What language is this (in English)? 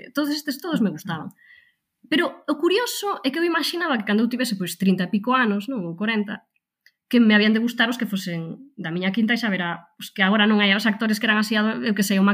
Galician